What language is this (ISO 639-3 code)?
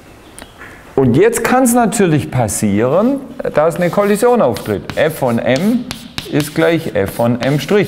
deu